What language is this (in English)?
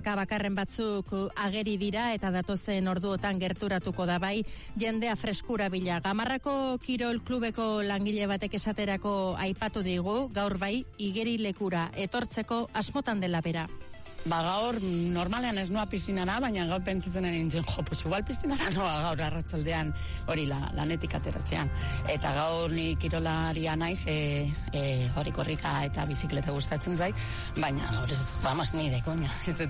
Basque